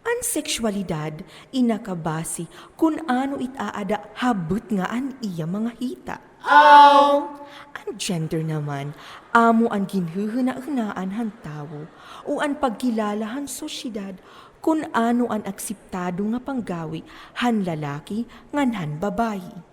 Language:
Waray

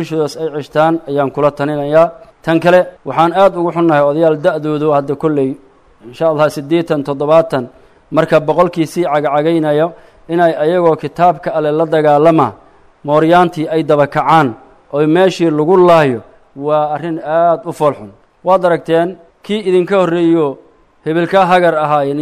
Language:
Somali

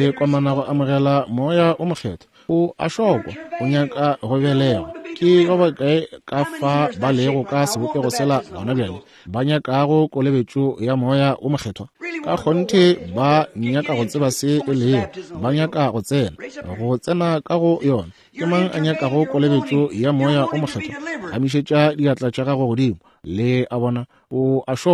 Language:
Northern Sotho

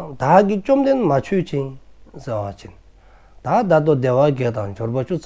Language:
Dzongkha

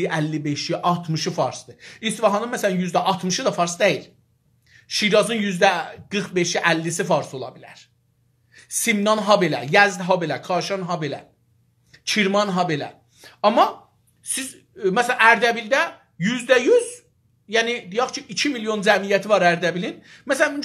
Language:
South Azerbaijani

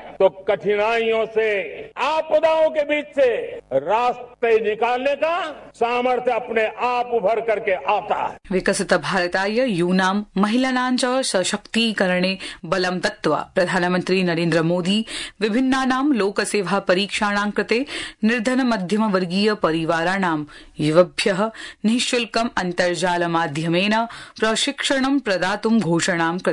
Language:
Sanskrit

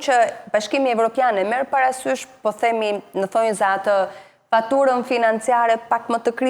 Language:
Albanian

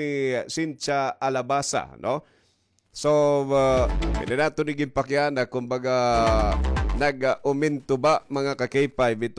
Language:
Waray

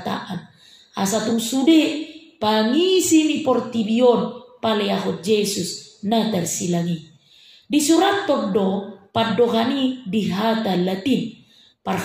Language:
Batak Toba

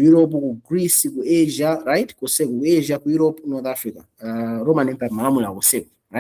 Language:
Nyanja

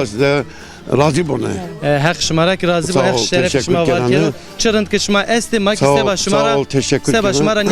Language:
Zaza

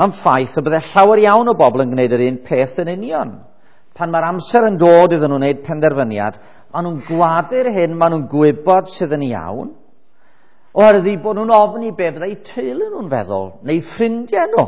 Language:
Welsh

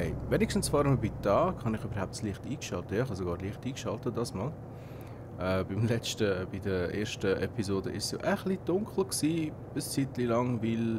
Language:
Swiss German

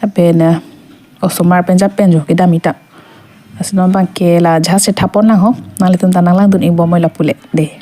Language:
Karbi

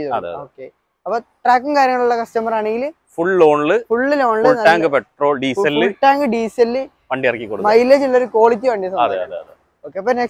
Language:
Malayalam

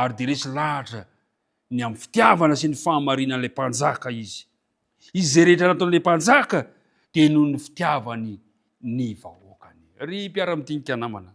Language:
Malagasy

